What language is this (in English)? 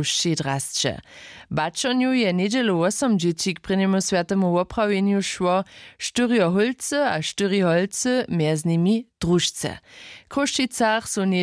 Upper Sorbian